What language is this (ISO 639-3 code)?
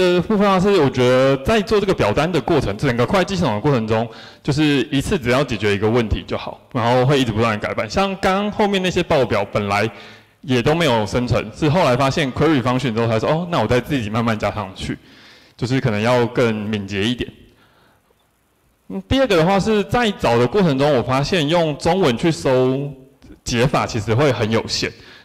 zho